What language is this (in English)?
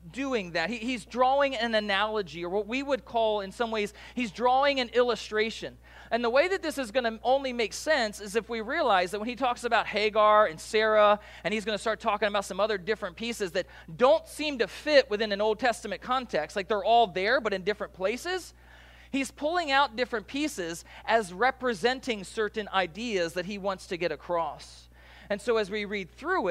English